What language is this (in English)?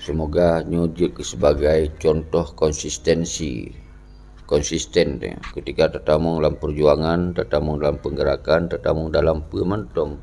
Achinese